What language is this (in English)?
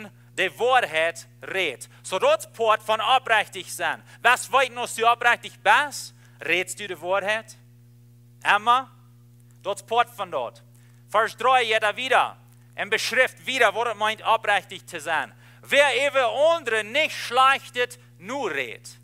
Plautdietsch